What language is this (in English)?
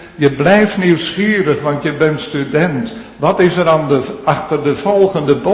Dutch